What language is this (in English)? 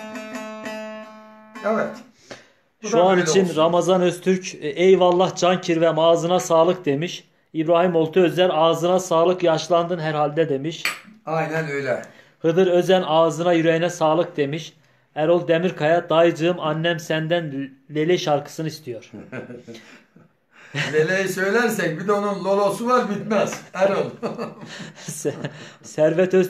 Turkish